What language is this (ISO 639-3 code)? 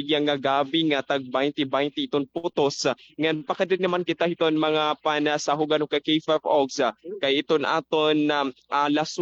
war